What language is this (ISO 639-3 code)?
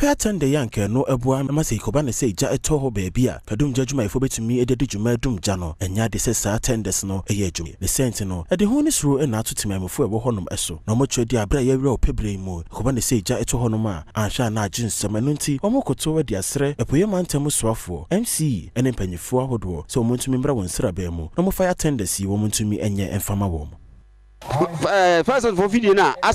aka